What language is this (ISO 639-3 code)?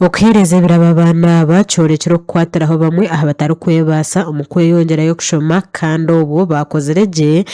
nyn